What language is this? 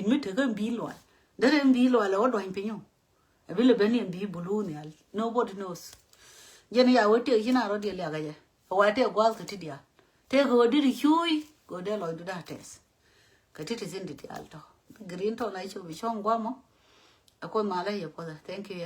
Nuer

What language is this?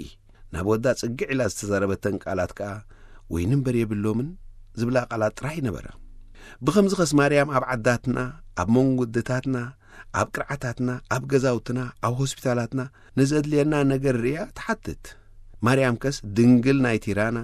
Tigrinya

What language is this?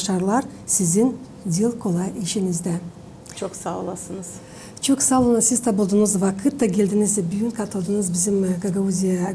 Gagauz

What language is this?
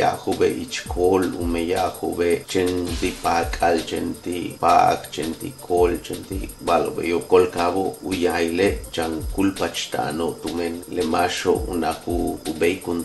Yucateco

